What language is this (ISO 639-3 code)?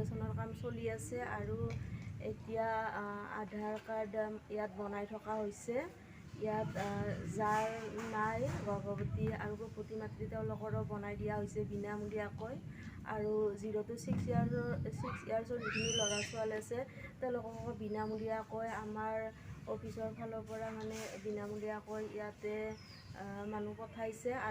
asm